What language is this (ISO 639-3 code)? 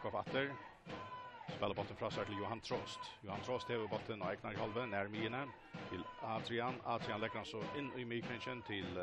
fao